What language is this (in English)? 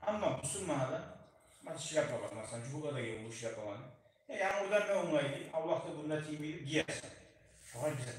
Kumyk